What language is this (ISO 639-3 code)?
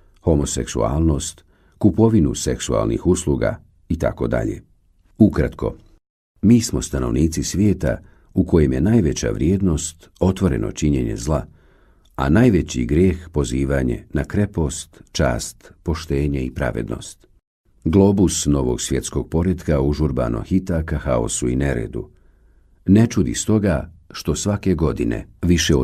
bos